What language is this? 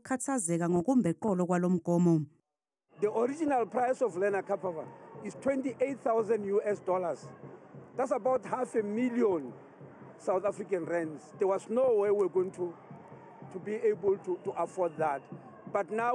Zulu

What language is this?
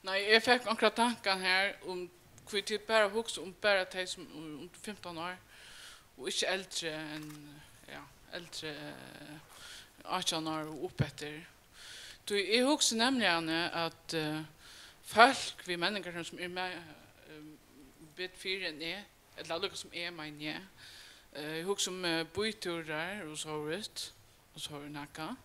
Faroese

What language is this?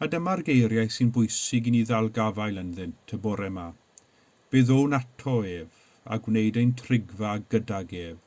Welsh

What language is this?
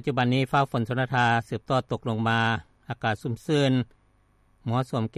Lao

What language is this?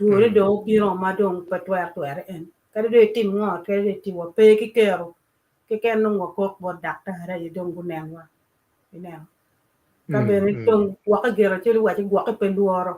Acoli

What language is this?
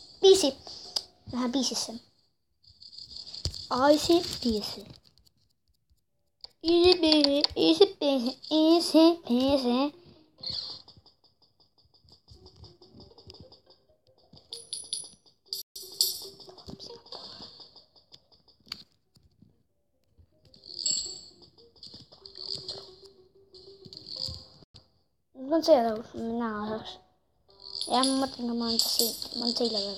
Estonian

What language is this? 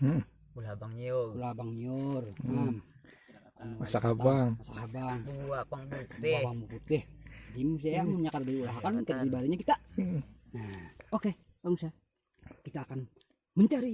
Banjar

